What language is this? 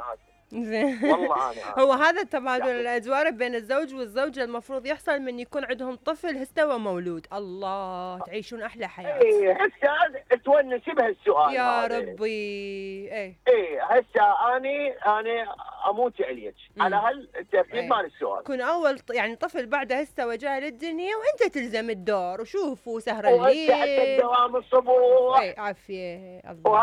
Mesopotamian Arabic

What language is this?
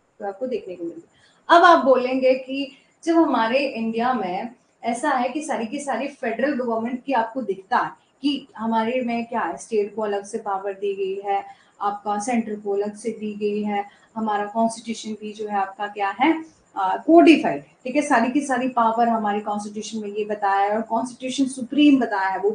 Hindi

